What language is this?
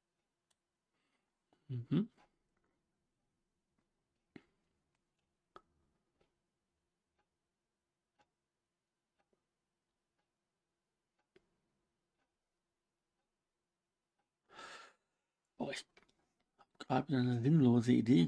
German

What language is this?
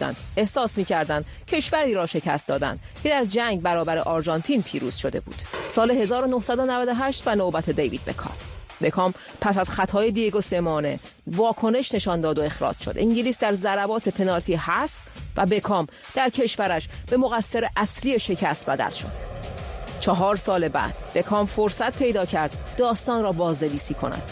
Persian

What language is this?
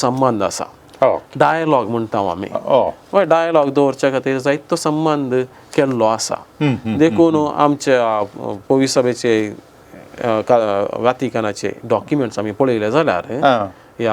Konkani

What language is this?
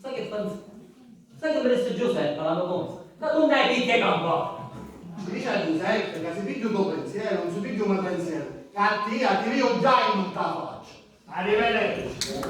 Sicilian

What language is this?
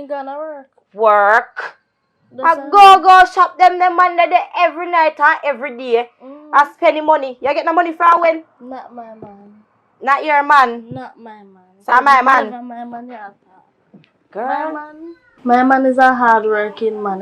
Jamaican Creole English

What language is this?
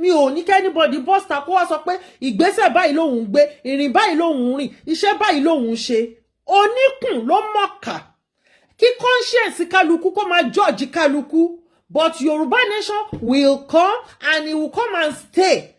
Yoruba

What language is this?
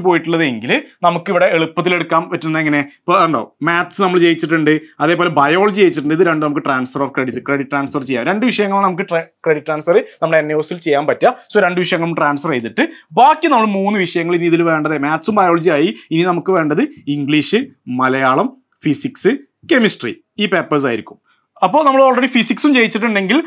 Malayalam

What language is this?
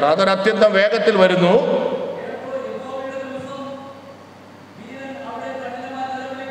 Malayalam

